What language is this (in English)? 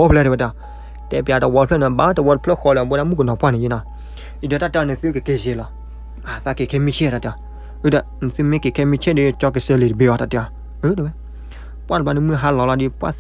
S'gaw Karen